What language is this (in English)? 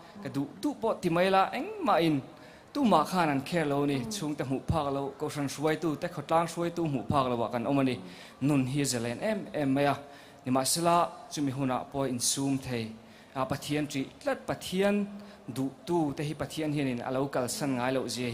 Mizo